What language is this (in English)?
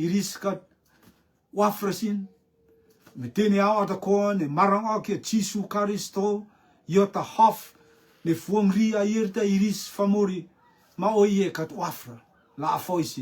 Rotuman